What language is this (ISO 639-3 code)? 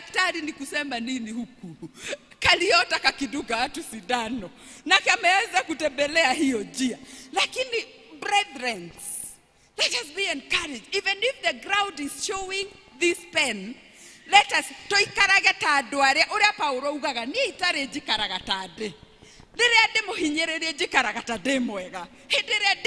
kik